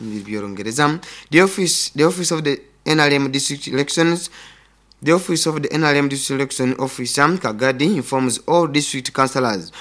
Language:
Nyoro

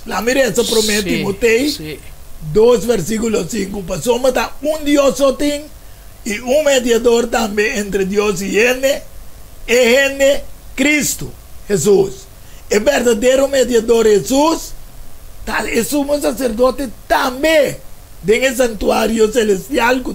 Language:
Papiamento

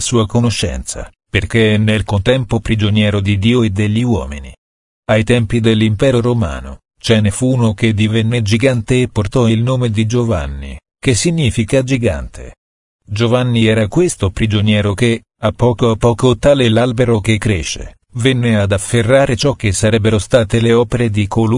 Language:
Italian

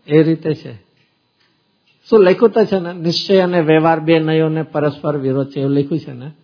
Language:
Gujarati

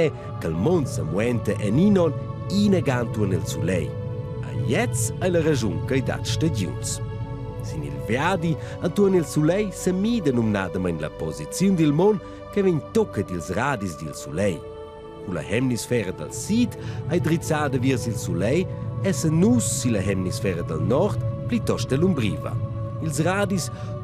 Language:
Romansh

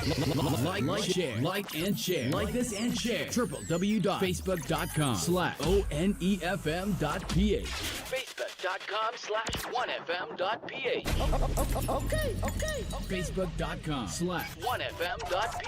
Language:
Bikol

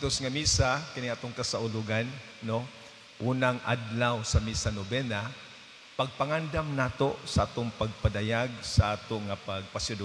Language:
Cebuano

